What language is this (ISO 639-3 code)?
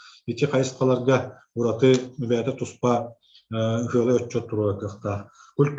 sah